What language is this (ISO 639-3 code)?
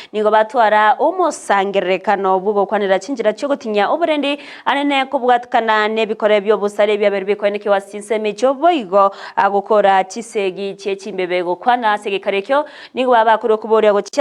guz